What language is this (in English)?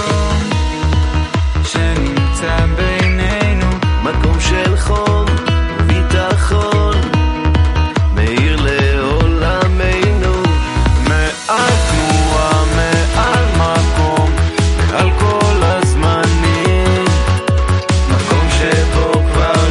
Hebrew